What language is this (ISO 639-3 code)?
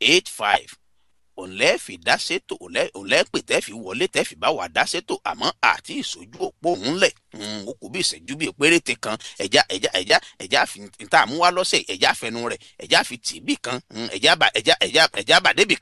yor